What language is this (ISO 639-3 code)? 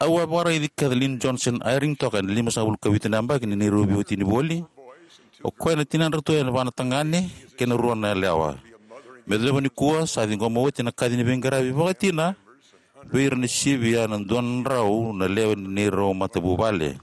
fij